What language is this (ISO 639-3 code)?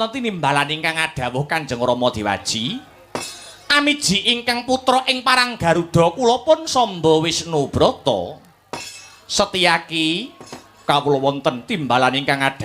jav